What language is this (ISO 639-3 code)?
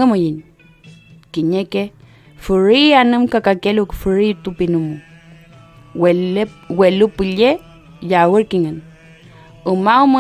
arn